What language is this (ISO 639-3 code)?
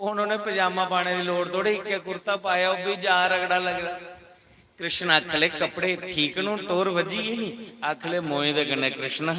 doi